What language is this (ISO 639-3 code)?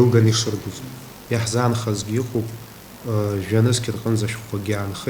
abk